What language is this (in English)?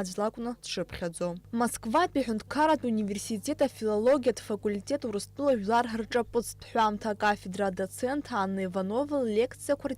Abkhazian